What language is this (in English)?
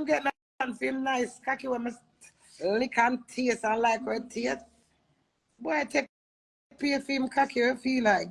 Jamaican Creole English